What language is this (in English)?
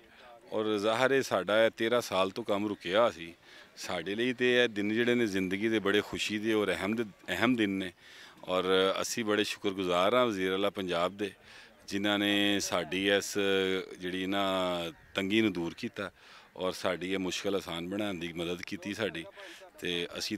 Western Panjabi